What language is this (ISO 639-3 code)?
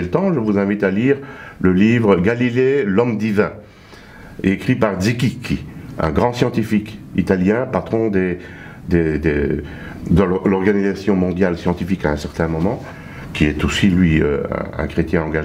fra